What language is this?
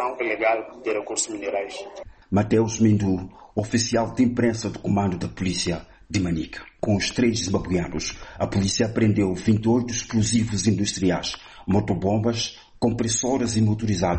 Portuguese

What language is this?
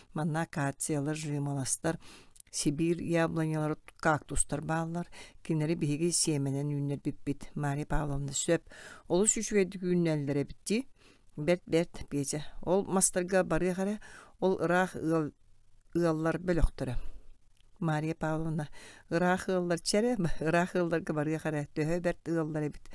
Yakut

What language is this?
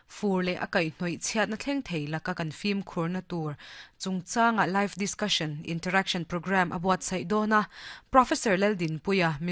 Mizo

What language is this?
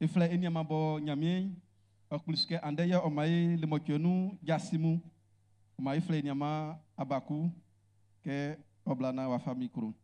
Baoulé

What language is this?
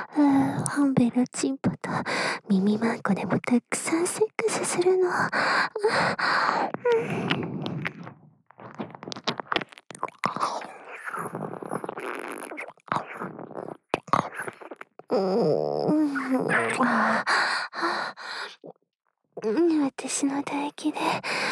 Japanese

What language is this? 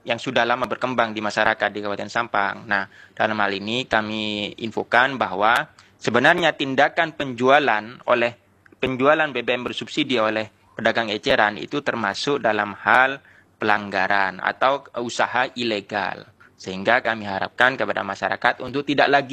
Indonesian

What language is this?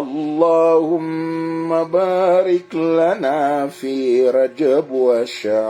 Maranao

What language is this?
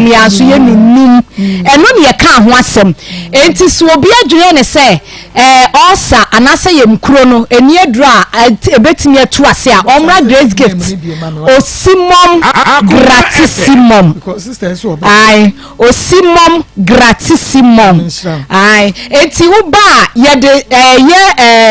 Akan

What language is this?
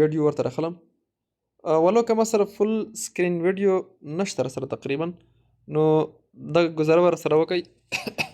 Pashto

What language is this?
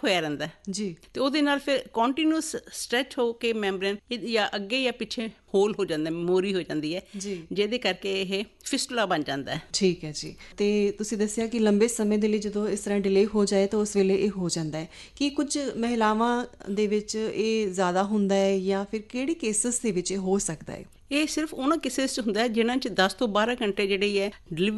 Punjabi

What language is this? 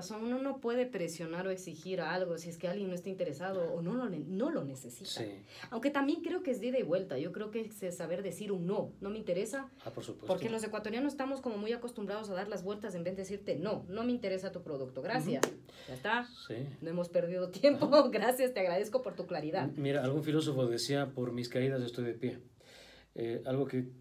Spanish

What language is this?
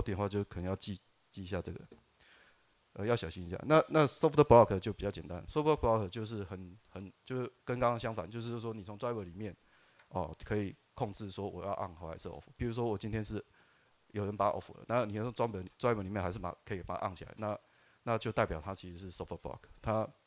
Chinese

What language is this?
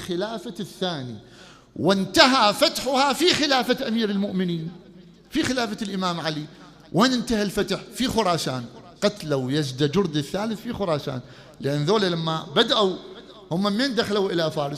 Mesopotamian Arabic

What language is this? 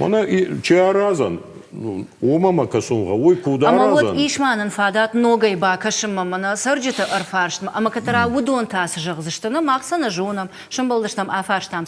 Ossetic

